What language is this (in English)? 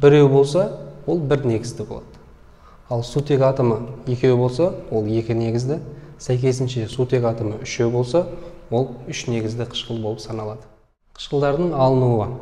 Kazakh